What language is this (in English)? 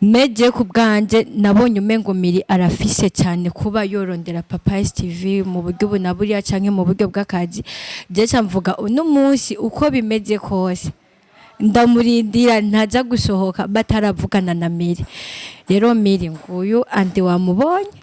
Rundi